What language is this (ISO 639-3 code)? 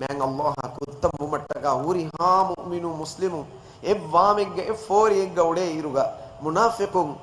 div